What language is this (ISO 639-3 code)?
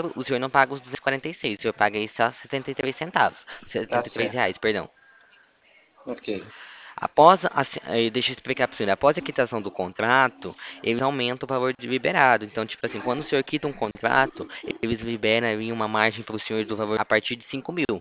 por